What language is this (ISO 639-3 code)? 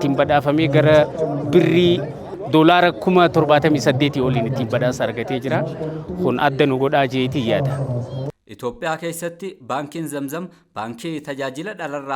orm